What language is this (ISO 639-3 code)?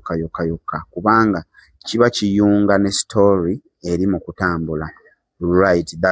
lug